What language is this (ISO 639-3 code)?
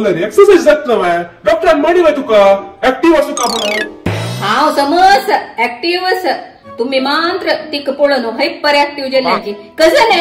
kok